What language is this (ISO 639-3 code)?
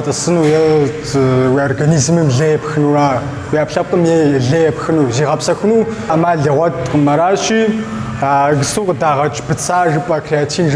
kbd